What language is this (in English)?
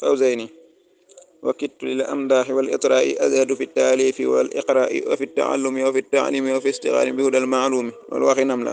Wolof